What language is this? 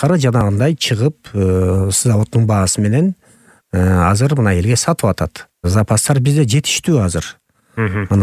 Kyrgyz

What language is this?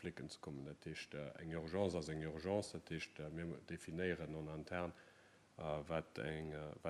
Luxembourgish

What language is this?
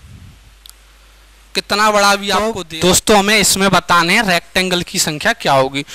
Hindi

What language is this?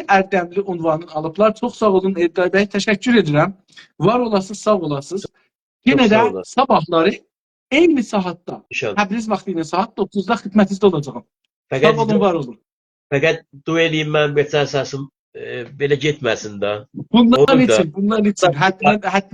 South Azerbaijani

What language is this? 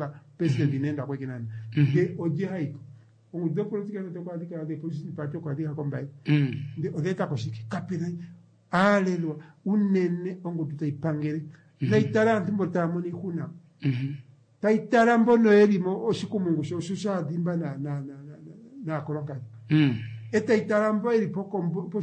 Kuanyama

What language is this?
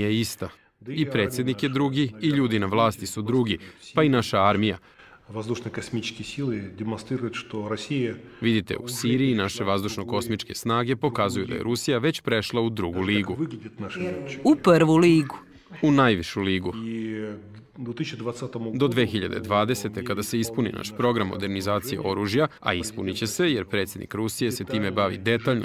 Serbian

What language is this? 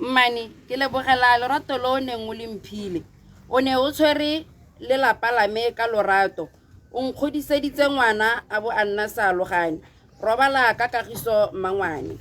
Tswana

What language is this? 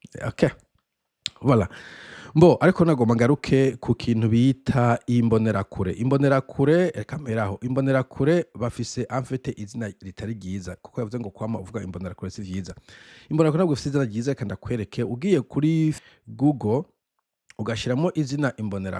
Rundi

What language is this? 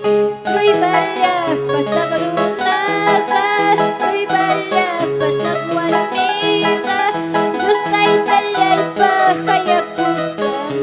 Ayacucho Quechua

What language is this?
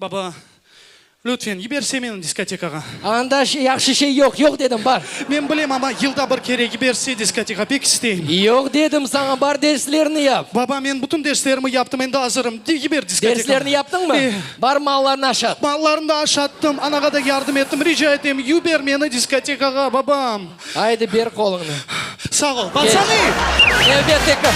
Crimean Tatar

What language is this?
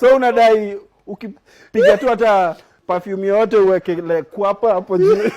Swahili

